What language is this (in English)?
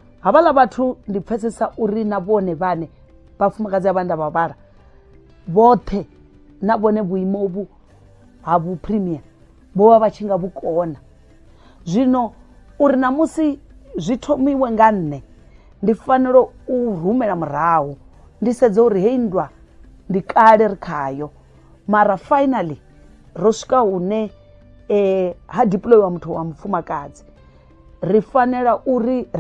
Venda